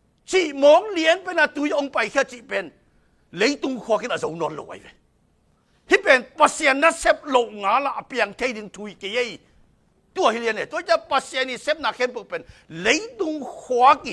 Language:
Tedim Chin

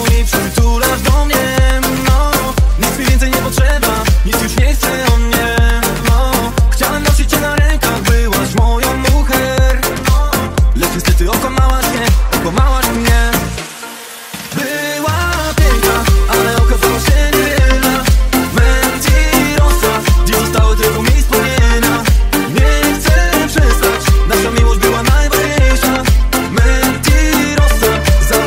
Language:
Polish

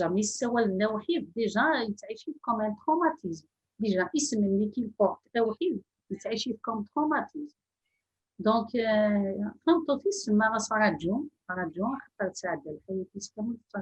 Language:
Kabyle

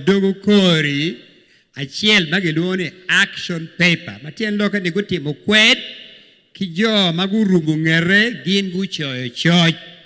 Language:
Acoli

